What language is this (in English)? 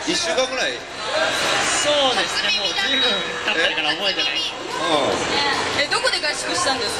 Japanese